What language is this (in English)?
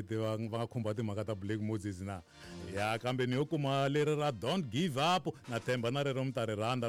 Tsonga